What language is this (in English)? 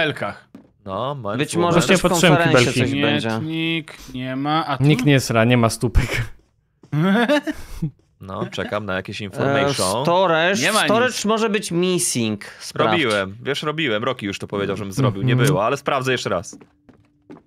Polish